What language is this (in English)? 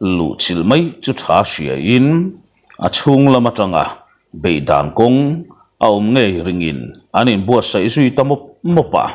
Mizo